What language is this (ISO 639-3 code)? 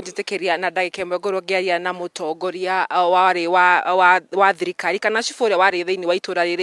kik